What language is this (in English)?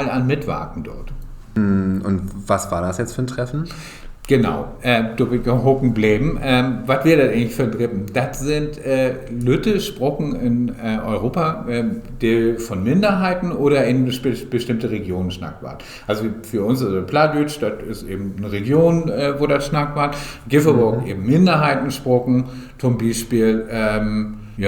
Low German